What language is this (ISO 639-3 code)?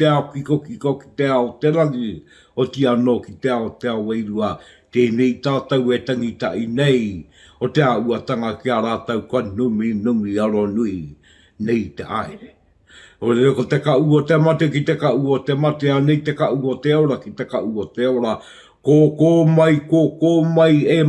mri